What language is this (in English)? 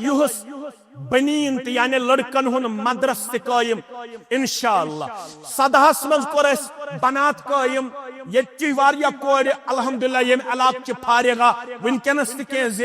Kashmiri